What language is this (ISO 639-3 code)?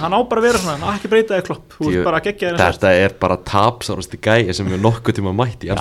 isl